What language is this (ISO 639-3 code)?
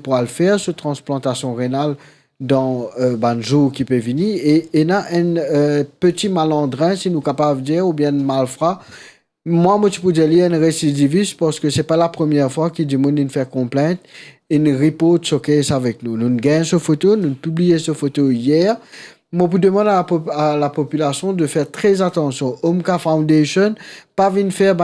mfe